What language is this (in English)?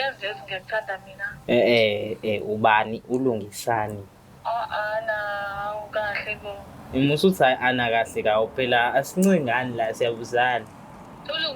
Zulu